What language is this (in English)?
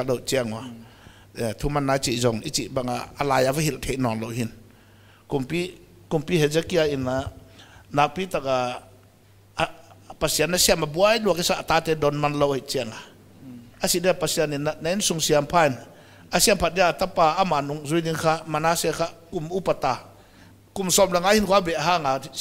Paite Chin